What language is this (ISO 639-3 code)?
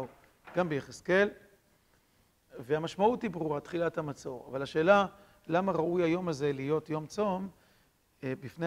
heb